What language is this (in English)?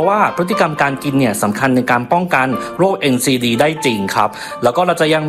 Thai